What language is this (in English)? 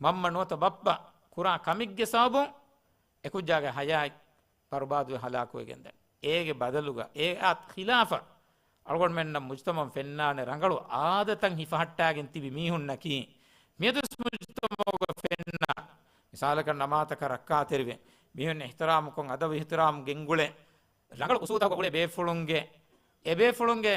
Divehi